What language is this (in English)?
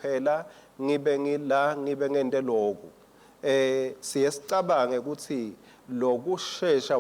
Swati